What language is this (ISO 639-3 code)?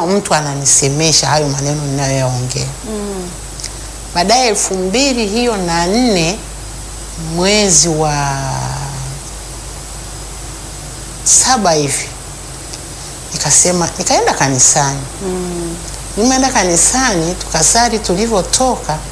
swa